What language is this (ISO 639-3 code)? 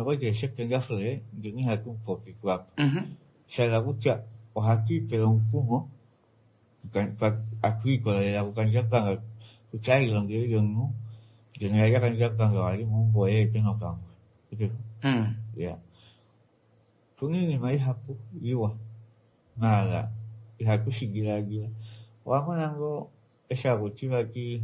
swa